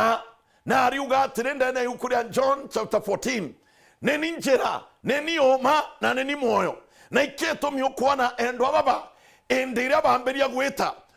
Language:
Meru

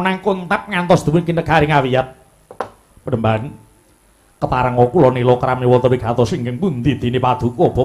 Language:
Javanese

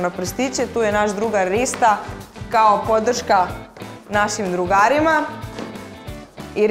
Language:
Serbian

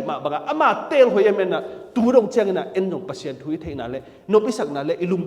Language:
Tedim Chin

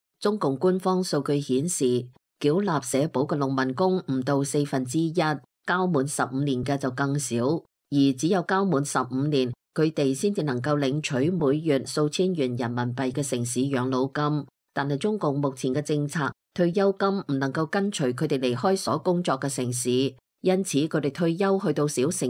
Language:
Cantonese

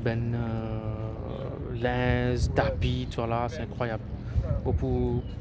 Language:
Morisyen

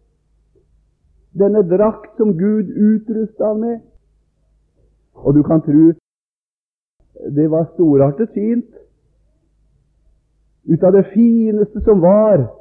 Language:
Norwegian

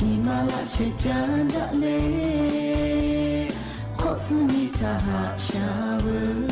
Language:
Lahu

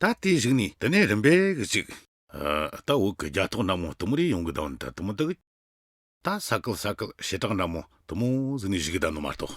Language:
Tibetan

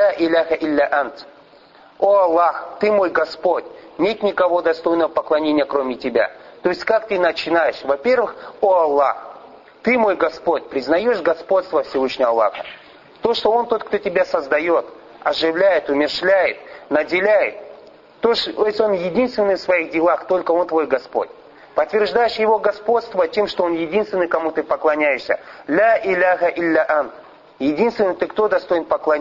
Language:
Russian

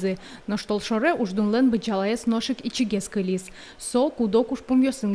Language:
Udmurt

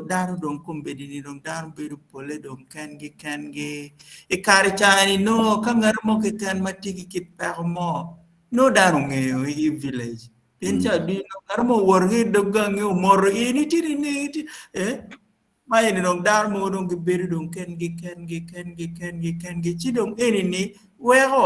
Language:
Acoli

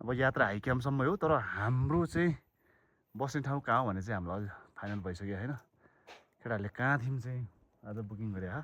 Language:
Nepali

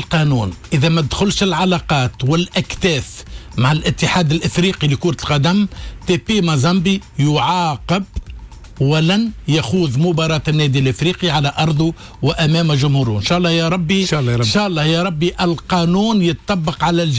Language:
Tunisian Arabic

